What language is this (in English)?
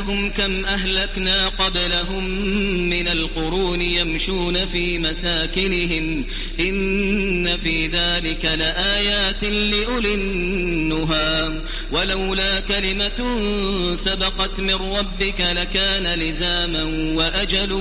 Arabic